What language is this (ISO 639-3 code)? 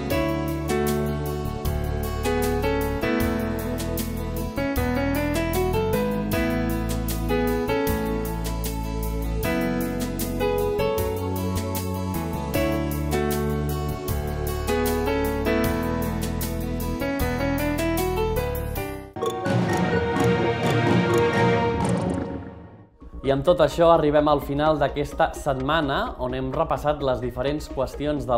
cat